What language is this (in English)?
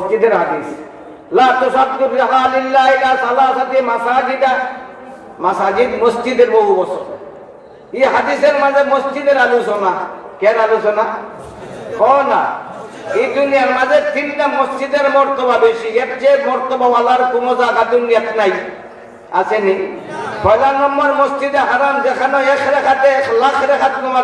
Sylheti